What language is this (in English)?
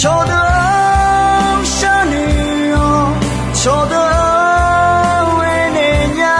Akha